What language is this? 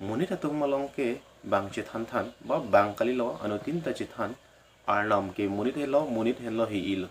Karbi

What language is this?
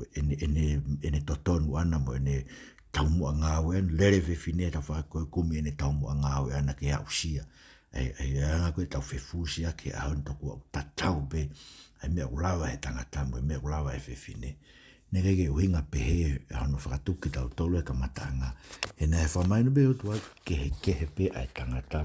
Tongan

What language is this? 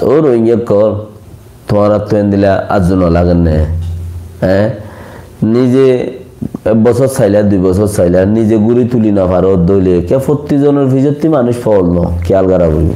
Rohingya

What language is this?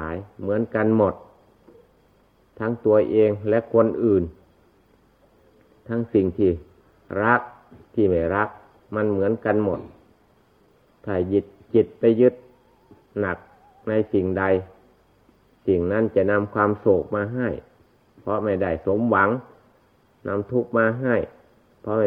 Thai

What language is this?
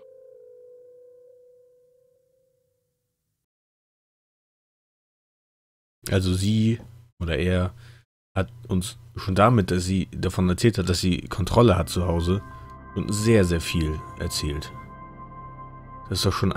German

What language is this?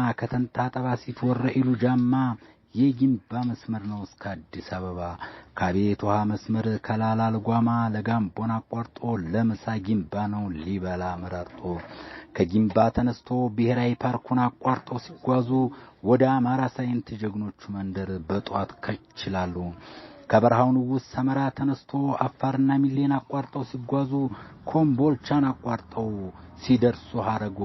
Amharic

